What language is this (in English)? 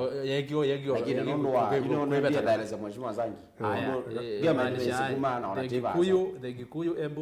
Kamba